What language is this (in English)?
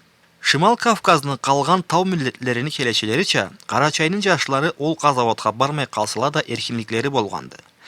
Karachay-Balkar